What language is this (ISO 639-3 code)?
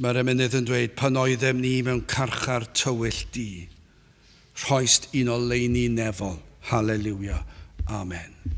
cym